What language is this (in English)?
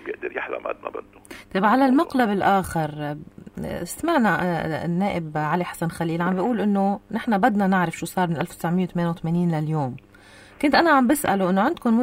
North Levantine Arabic